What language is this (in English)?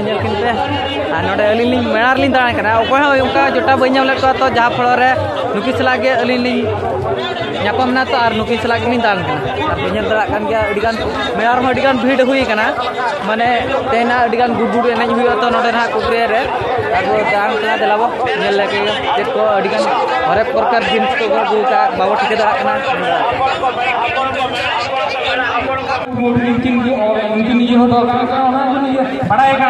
Santali